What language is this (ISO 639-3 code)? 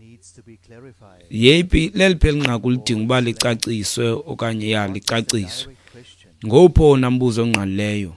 xho